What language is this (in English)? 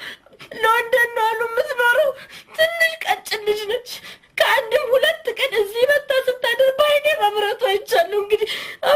Amharic